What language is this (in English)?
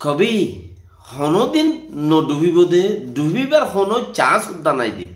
Rohingya